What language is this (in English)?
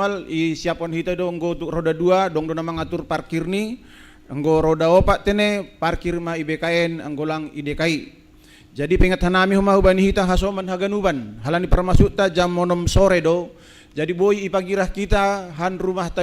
Batak Simalungun